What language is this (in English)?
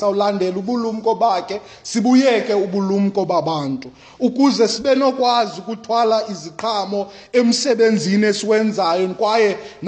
Xhosa